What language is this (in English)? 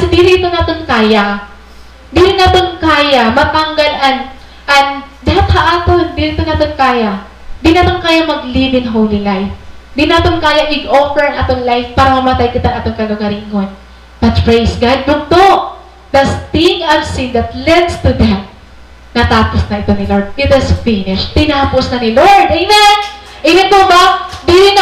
Waray